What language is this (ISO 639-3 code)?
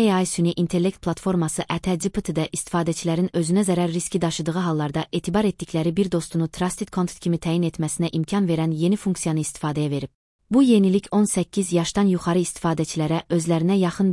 aze